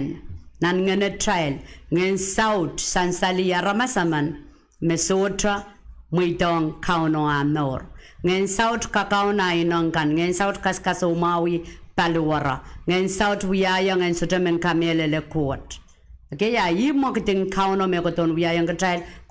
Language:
Pohnpeian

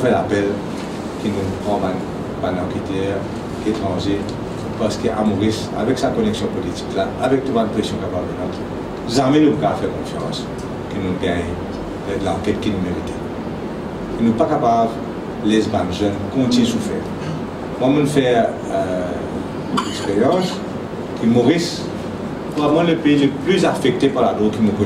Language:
Morisyen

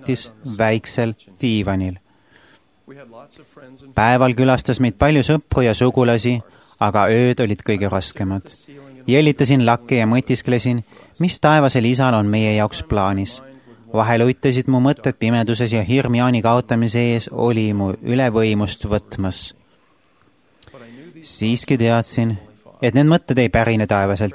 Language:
Estonian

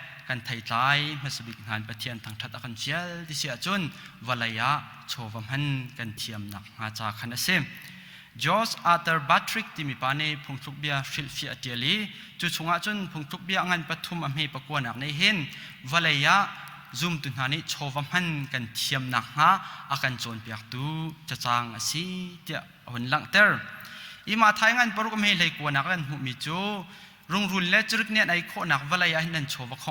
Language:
Hakha Chin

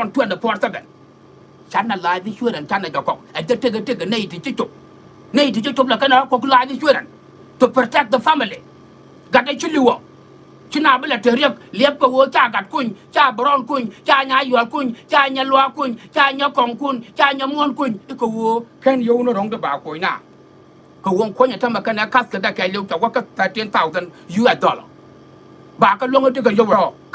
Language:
Nuer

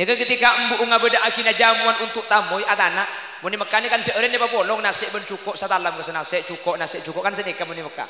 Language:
Madurese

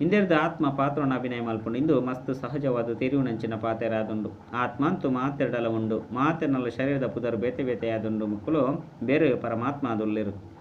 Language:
Tulu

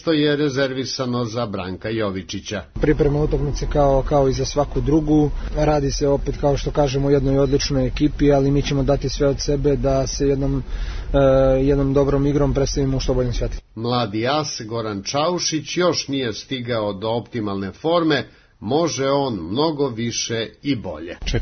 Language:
Serbian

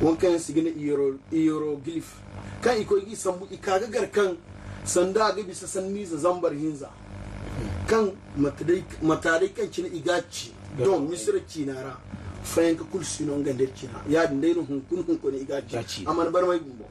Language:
Zarma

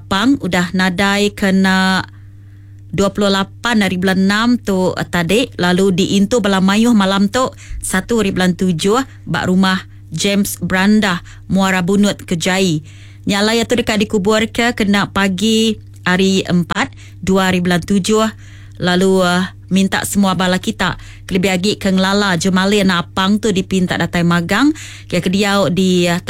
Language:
Iban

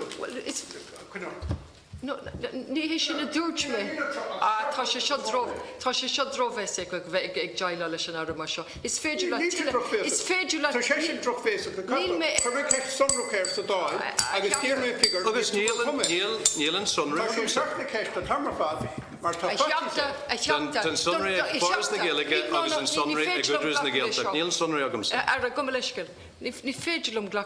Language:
Irish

